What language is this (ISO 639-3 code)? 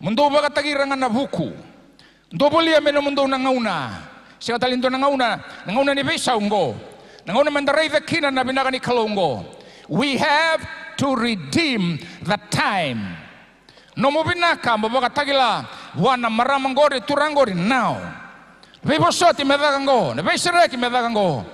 fij